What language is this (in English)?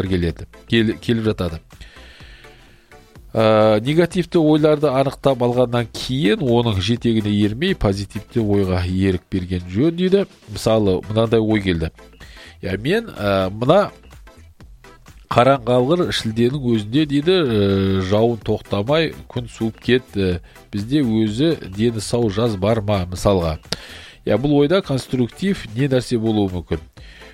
Kazakh